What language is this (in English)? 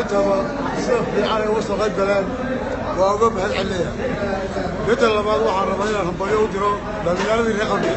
Somali